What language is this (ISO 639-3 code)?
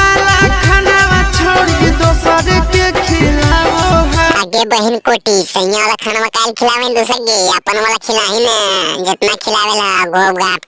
mag